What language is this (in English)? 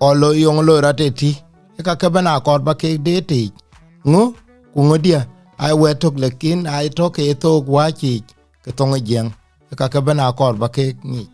Dinka